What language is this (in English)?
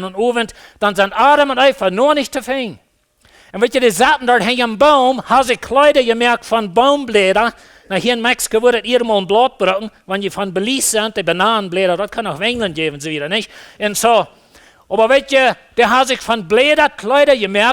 Plautdietsch